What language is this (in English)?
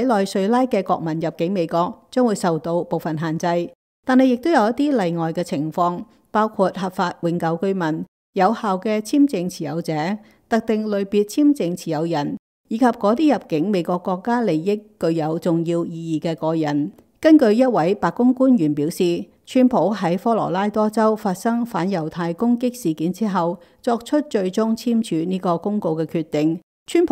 Cantonese